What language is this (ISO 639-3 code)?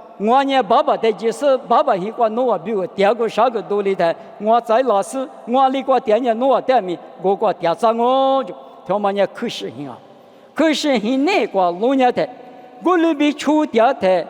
lis